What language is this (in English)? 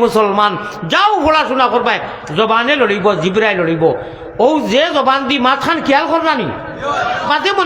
Sylheti